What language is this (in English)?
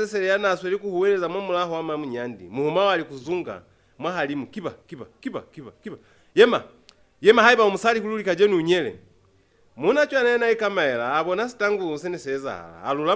Lozi